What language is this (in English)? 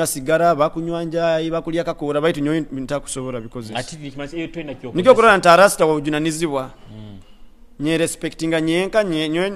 Nyoro